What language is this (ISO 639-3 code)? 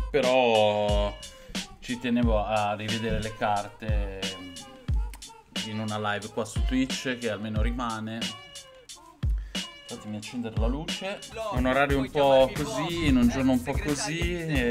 ita